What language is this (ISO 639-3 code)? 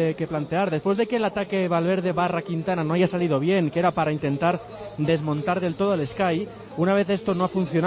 spa